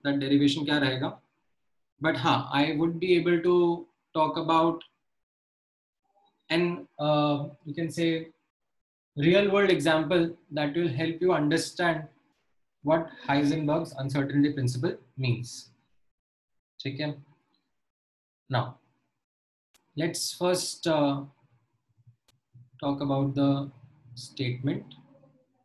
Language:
English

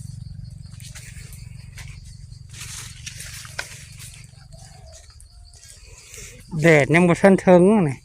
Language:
Northeastern Thai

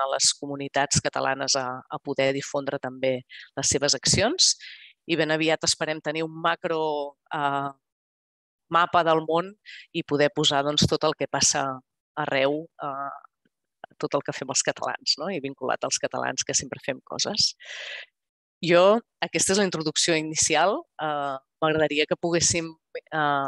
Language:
Catalan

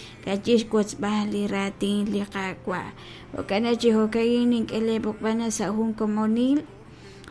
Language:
Kekchí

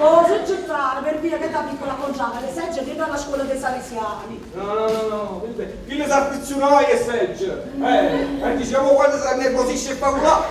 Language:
Neapolitan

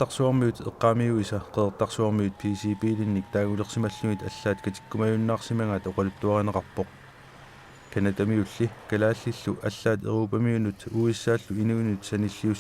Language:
Kalaallisut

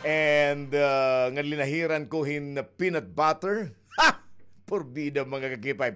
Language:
Waray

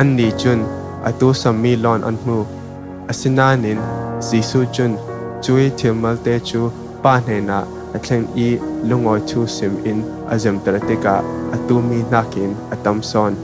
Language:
Falam Chin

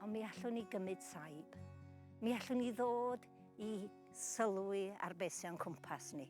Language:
Welsh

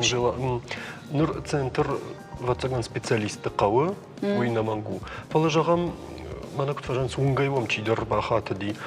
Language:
Ossetic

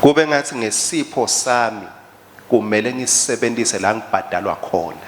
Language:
Swati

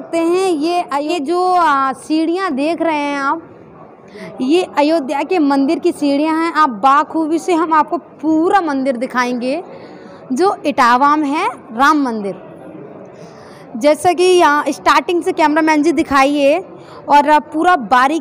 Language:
Hindi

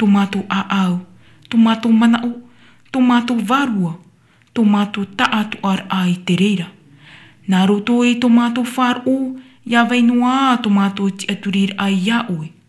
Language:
Tahitian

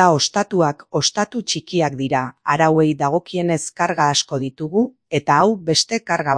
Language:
Basque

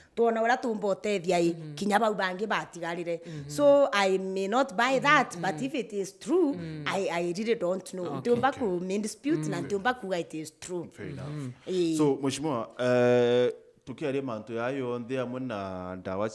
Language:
Meru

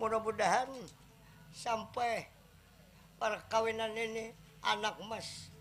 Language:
Banjar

